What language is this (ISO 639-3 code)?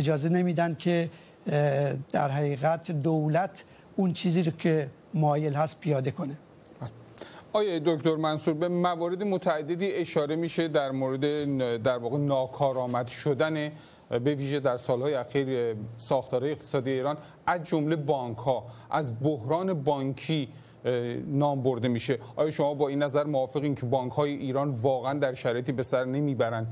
fas